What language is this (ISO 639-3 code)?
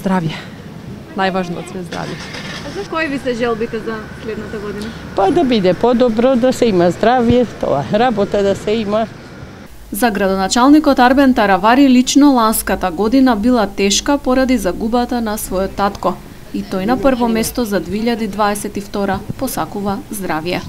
mkd